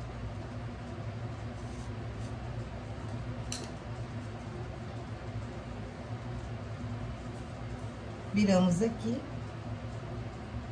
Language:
Portuguese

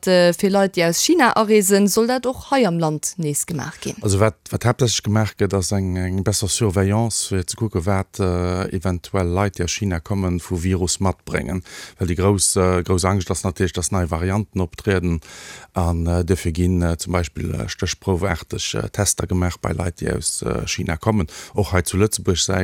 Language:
Luxembourgish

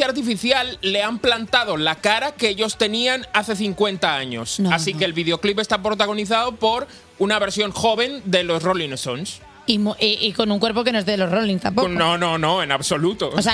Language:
Spanish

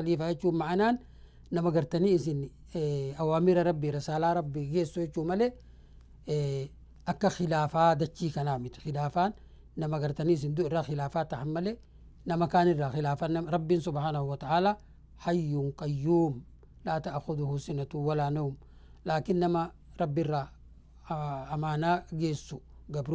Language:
Oromo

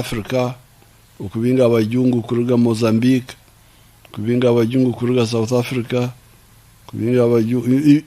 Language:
Nyankole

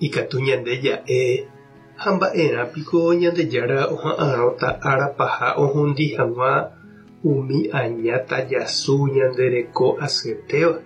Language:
Guarani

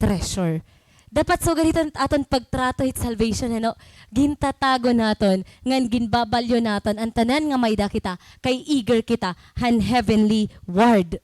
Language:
Waray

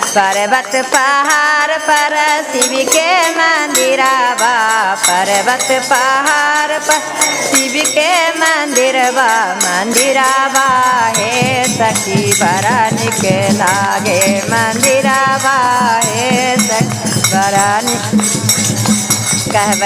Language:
Magahi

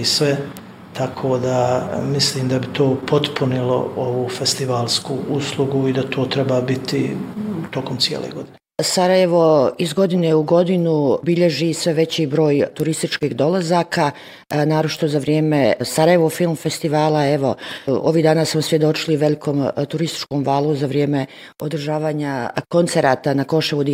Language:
Bosnian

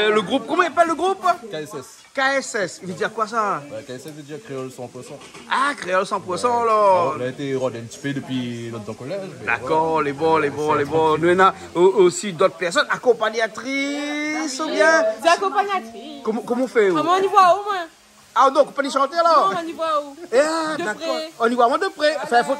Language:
Réunion Creole French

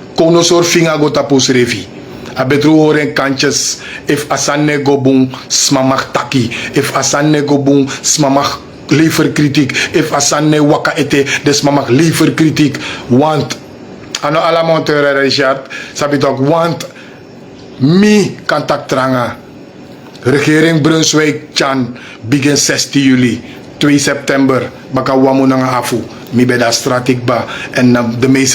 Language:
Sranan Tongo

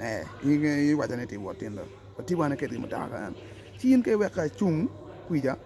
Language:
Acoli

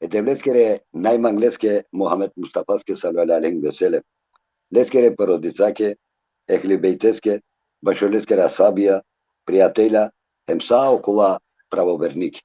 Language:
Balkan Romani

